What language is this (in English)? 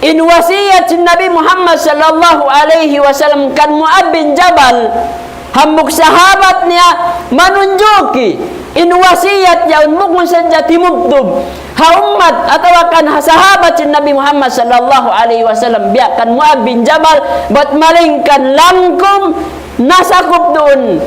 Tausug